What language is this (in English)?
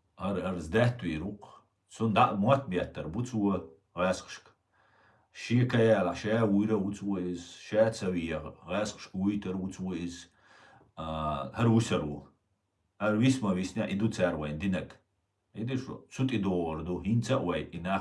Chechen